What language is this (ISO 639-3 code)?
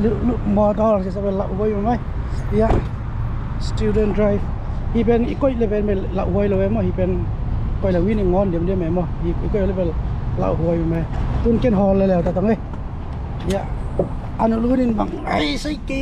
ctd